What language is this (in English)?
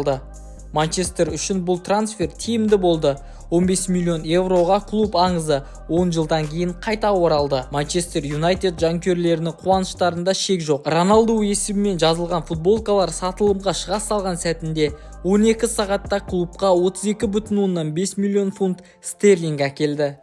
Kazakh